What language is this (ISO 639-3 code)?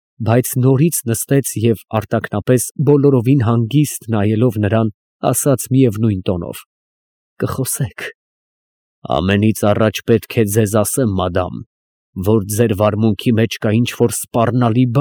hye